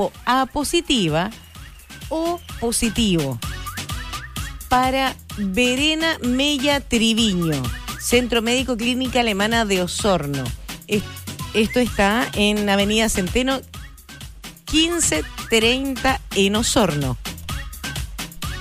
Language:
Spanish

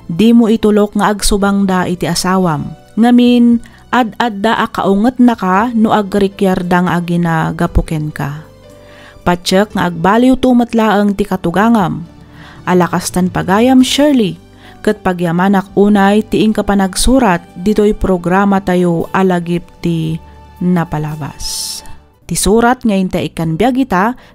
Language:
Iloko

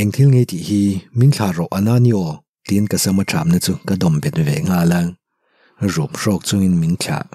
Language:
Mizo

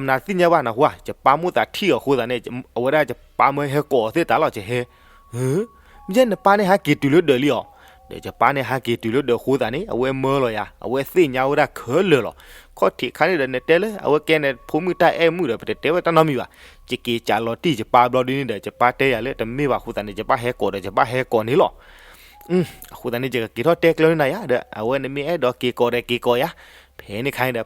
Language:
S'gaw Karen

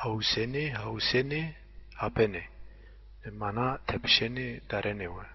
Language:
Zaza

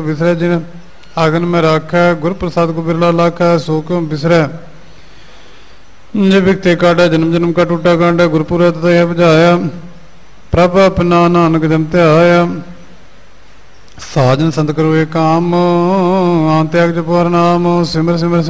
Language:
Punjabi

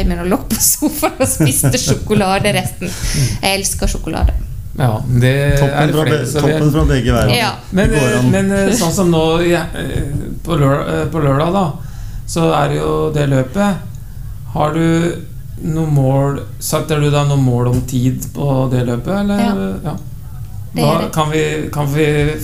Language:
Norwegian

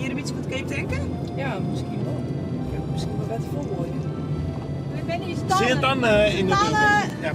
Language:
Western Frisian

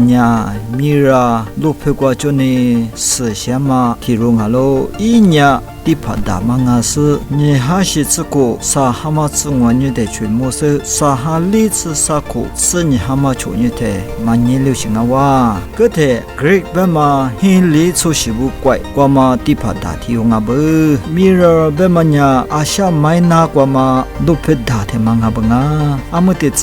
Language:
Lisu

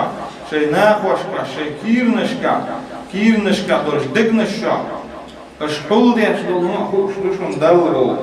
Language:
Chechen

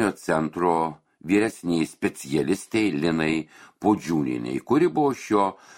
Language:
Lithuanian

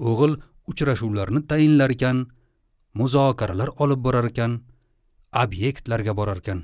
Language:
Uzbek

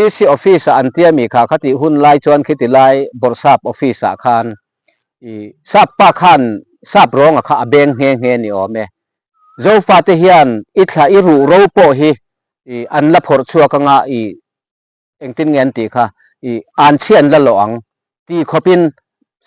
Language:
Mizo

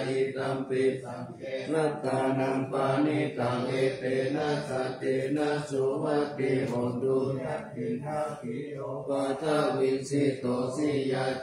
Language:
Pali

